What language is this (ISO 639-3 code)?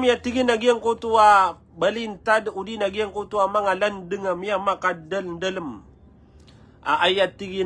mrw